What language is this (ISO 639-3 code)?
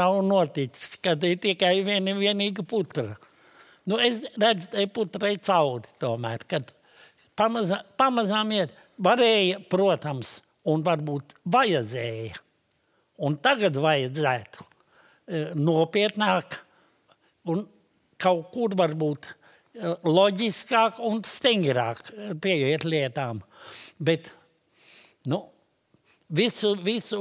lav